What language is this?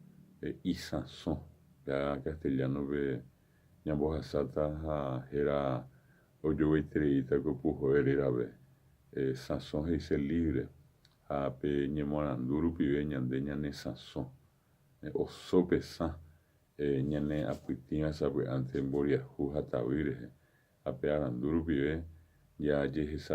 Guarani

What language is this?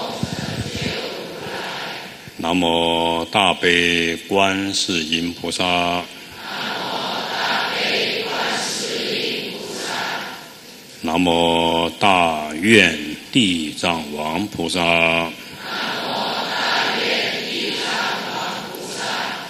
Chinese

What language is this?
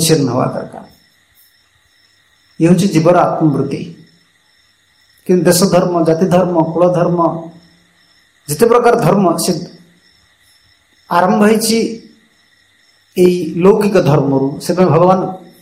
Odia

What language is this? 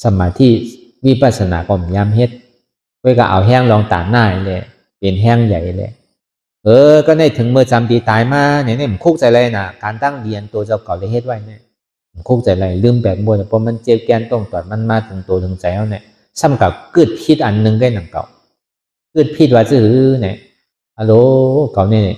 Shan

